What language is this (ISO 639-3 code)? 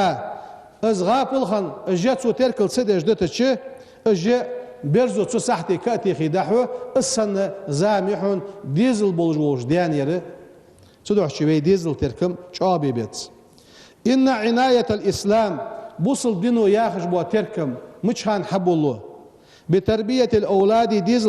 inh